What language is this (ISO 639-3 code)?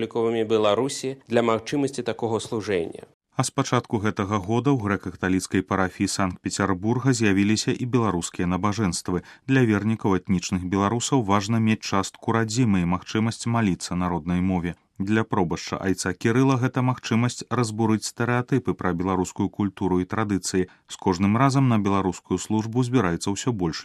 bel